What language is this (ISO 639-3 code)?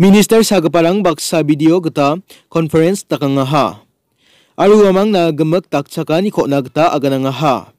grt